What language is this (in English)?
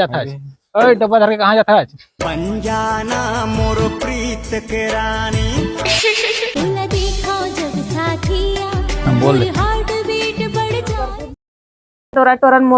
Chhattisgarhi